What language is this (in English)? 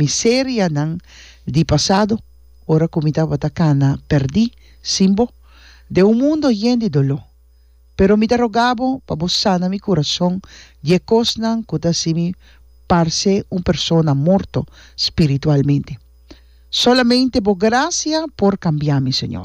Papiamento